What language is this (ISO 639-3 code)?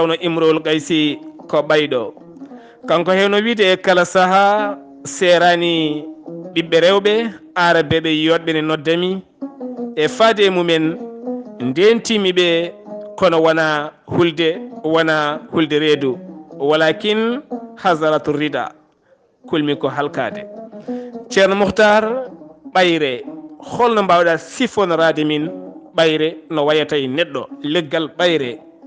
ful